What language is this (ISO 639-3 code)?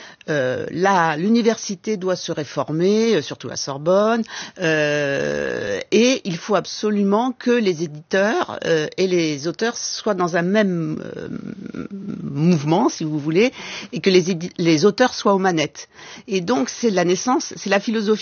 fra